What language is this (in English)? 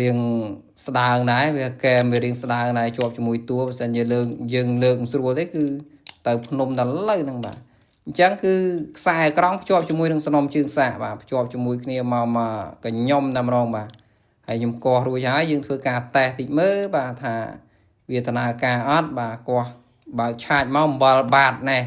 Khmer